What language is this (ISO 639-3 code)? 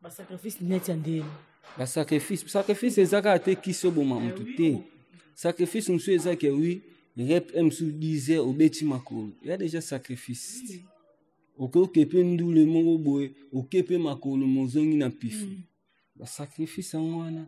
lin